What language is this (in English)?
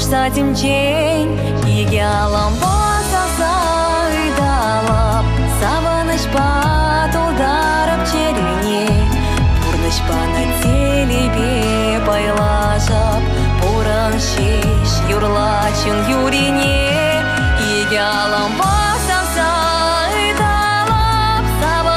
Chuvash